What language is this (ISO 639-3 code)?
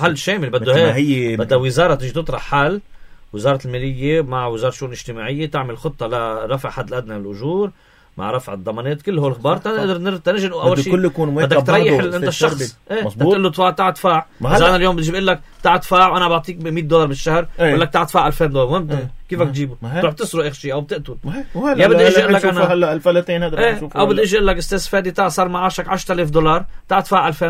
apc